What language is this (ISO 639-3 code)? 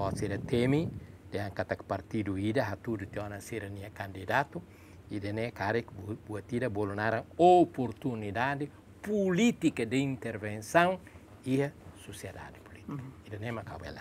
tet